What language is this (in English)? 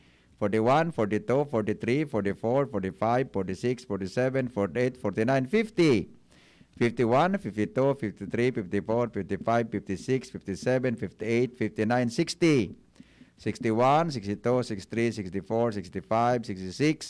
Bikol